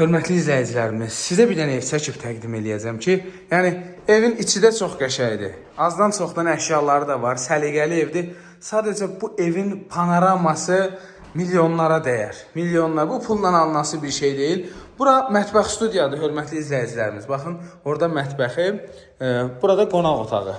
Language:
Azerbaijani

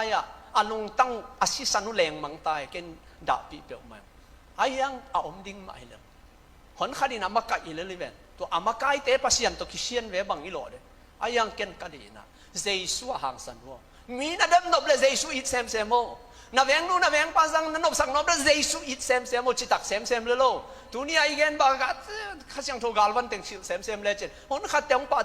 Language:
Tedim Chin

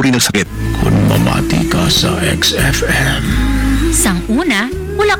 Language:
Hiligaynon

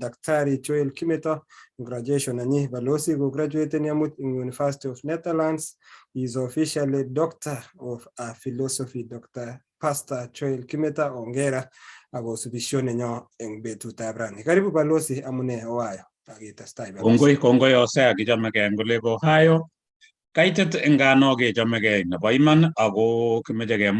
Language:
Kalenjin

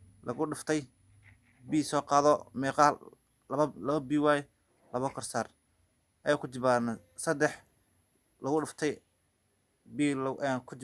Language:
Somali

